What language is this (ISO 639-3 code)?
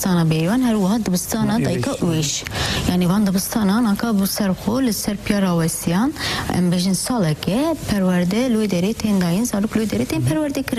kur